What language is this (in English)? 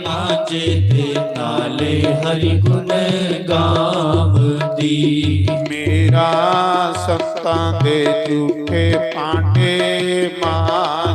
Dogri